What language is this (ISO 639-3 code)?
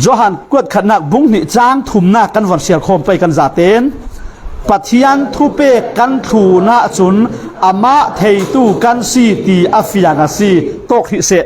cfm